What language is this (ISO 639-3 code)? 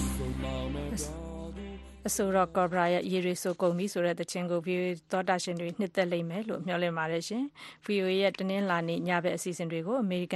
mya